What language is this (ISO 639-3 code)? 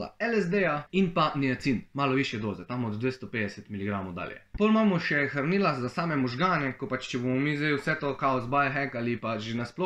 slv